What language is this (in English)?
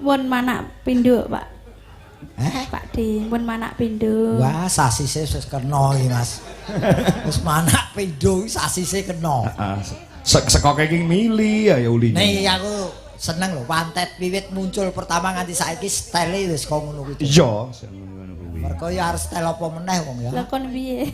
Javanese